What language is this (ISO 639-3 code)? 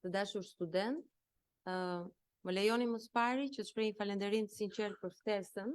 sqi